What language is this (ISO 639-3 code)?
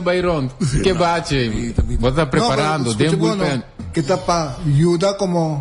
pap